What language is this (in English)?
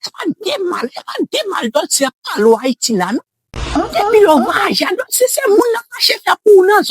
Haitian Creole